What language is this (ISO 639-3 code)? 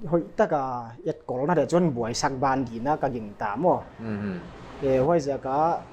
pck